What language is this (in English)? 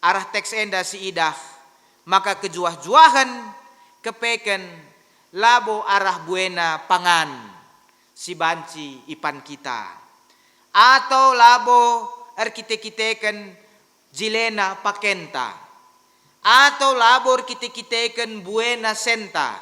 Batak Karo